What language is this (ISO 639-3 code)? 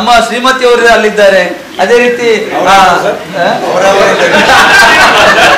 kan